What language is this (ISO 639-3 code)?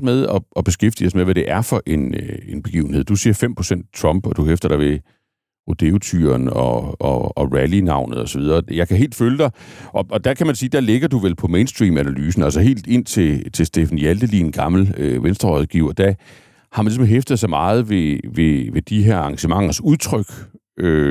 dan